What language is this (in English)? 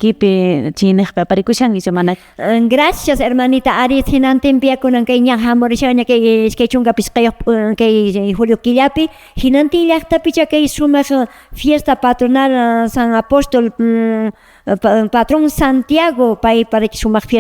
Quechua